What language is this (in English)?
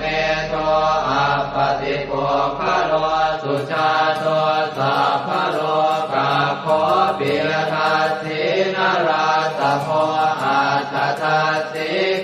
Pali